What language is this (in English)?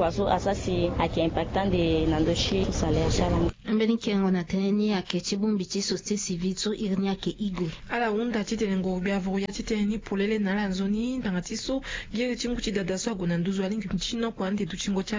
Sango